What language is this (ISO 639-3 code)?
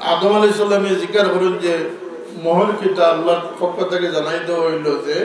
syl